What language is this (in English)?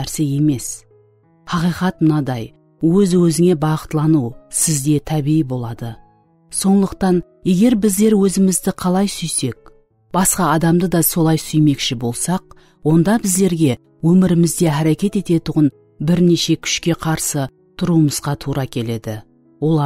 Kara-Kalpak